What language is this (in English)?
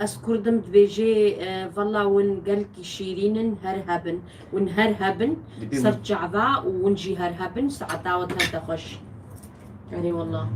Kurdish